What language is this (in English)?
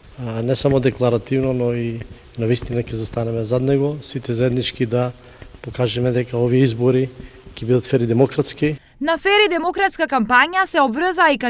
Macedonian